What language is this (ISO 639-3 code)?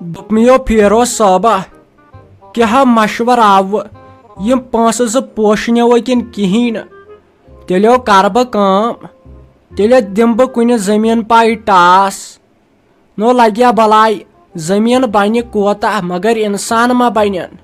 kas